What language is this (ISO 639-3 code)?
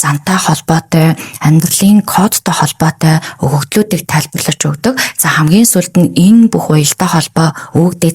mon